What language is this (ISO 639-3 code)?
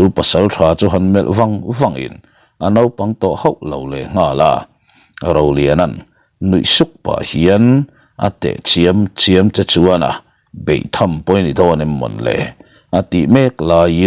lus